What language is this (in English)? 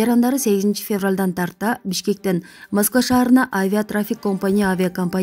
Kyrgyz